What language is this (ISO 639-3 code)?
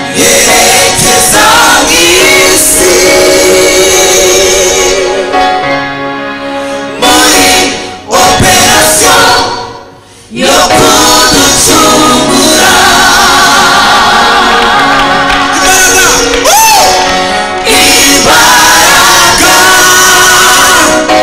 kin